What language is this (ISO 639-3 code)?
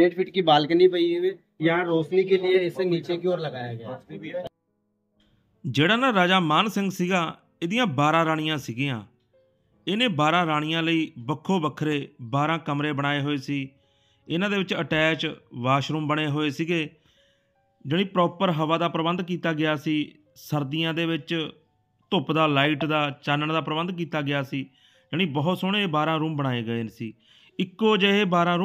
pan